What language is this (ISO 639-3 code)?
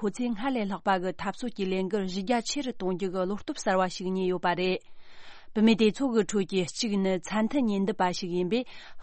bod